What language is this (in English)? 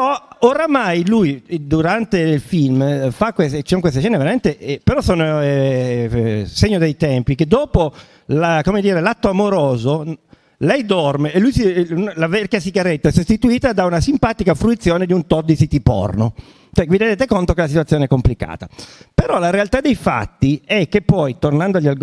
Italian